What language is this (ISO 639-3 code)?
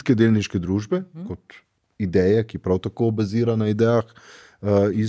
slv